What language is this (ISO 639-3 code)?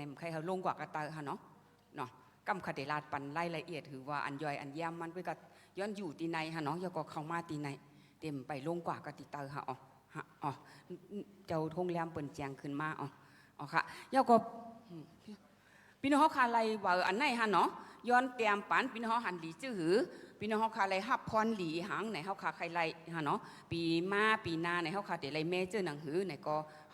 shn